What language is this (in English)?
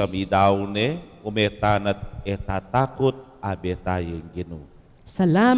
Pampanga